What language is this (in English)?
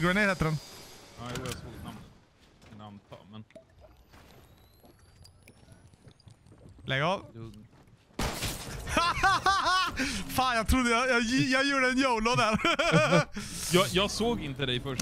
Swedish